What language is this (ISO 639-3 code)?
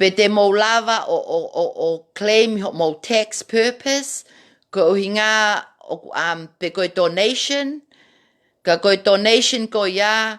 ton